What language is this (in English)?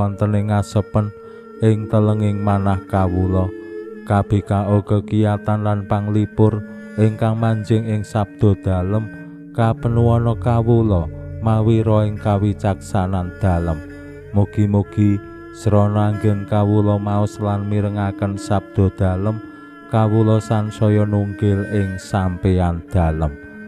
Javanese